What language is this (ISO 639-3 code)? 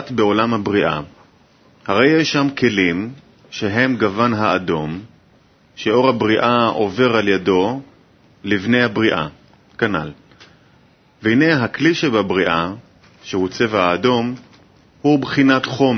heb